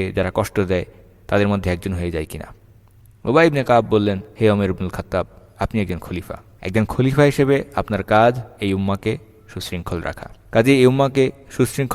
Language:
Bangla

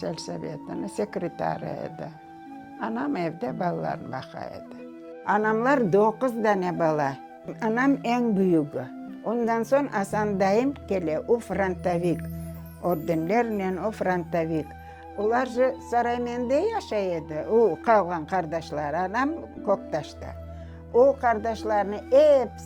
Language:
Crimean Tatar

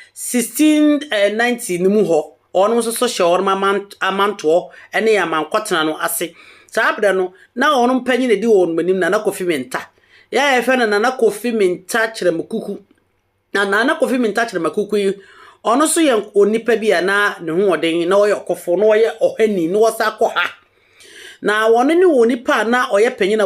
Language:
Akan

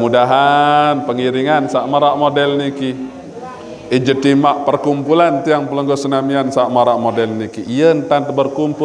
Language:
Sasak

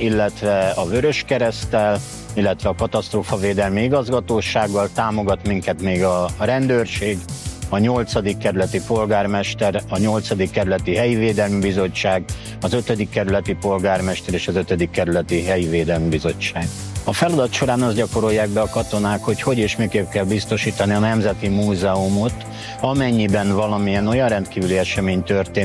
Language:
Hungarian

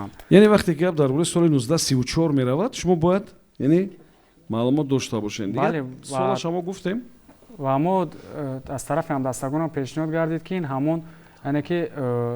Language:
Tajik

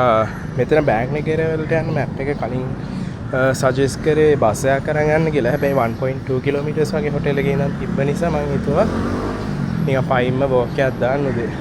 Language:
Sinhala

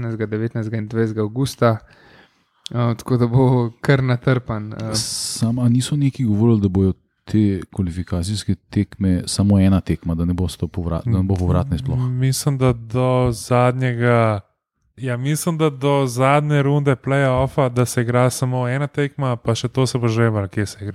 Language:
Slovenian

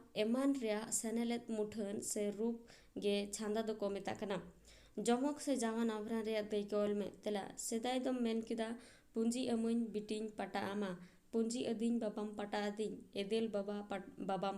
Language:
Santali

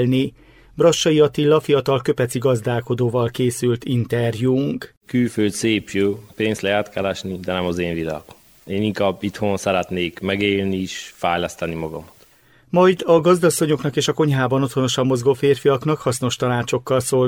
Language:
Hungarian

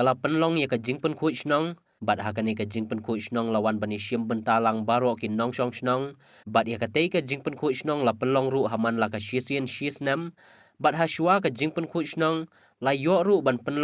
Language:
Khasi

